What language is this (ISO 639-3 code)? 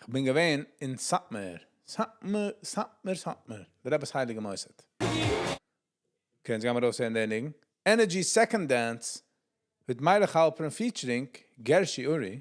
yid